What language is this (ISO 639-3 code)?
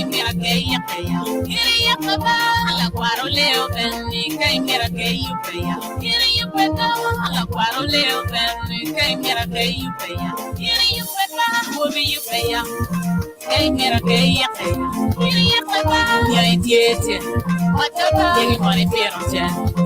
ach